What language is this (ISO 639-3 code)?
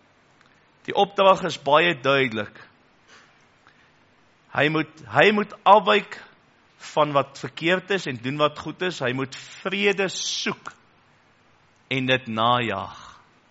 afr